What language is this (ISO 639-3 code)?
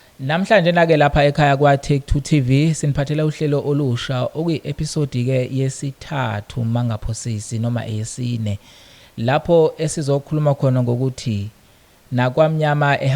zul